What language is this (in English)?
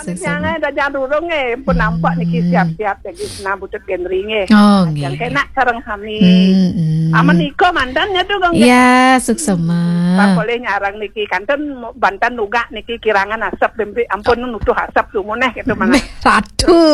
Balinese